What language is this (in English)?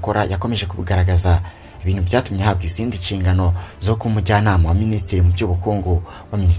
Kinyarwanda